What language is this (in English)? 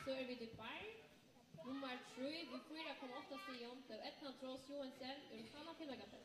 Faroese